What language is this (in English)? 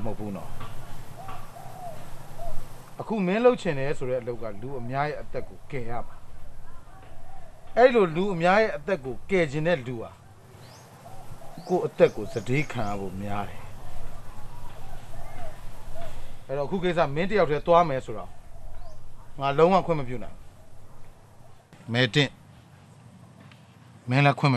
Burmese